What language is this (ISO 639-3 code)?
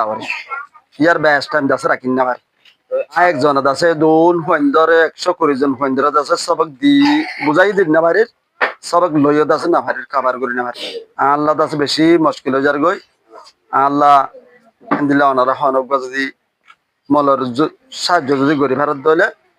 rhg